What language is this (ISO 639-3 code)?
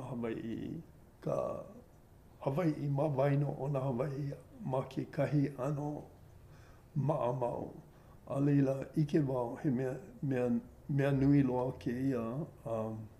haw